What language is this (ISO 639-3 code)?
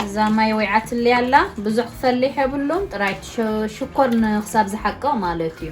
tir